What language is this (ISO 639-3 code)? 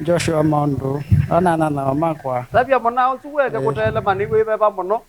kam